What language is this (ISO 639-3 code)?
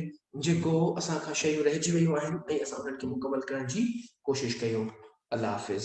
snd